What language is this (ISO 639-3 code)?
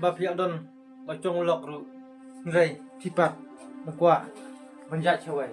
kha